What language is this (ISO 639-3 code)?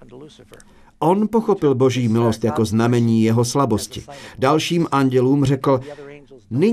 ces